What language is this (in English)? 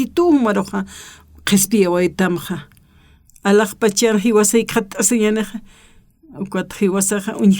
Aymara